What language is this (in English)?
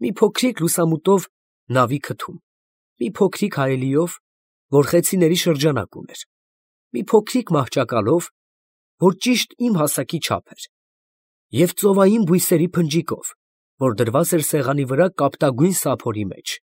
Armenian